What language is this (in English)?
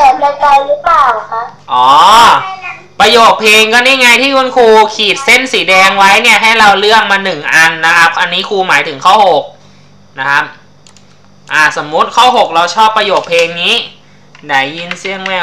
Thai